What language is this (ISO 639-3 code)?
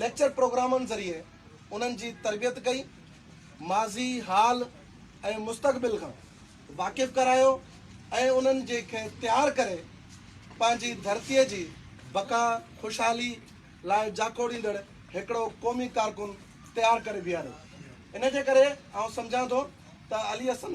snd